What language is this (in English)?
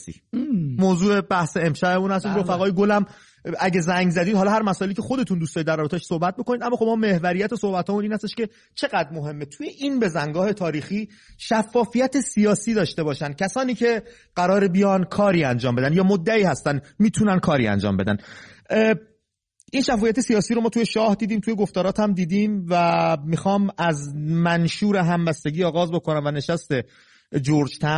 Persian